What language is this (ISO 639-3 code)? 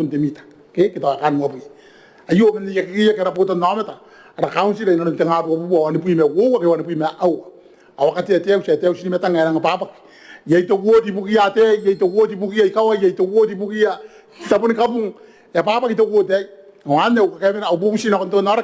gil